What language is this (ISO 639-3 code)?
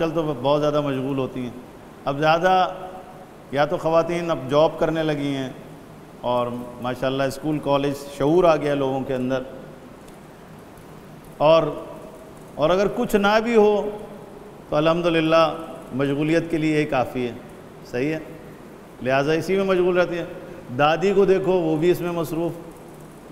urd